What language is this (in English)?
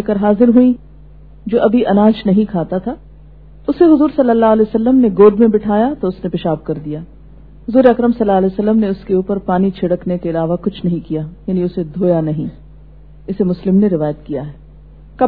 Urdu